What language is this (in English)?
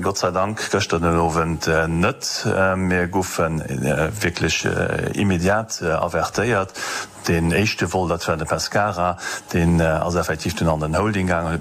Luxembourgish